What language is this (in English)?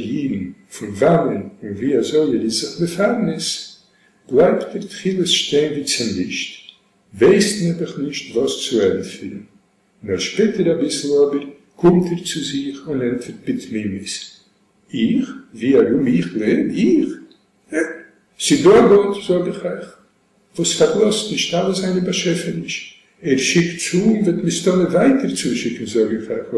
Yiddish